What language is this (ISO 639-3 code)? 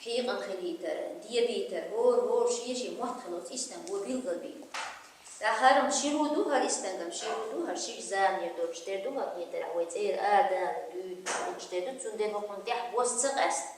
che